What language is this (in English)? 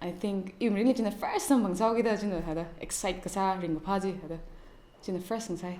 Tangkhul Naga (India)